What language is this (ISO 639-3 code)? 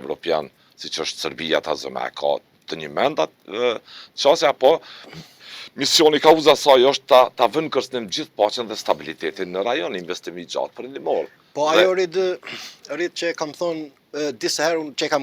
sqi